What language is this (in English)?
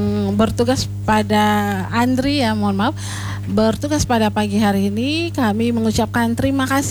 Indonesian